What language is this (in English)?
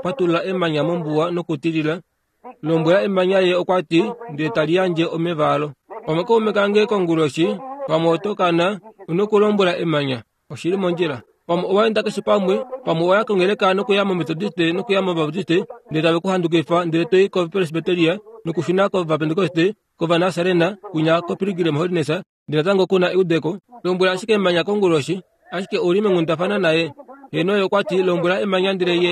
Kuanyama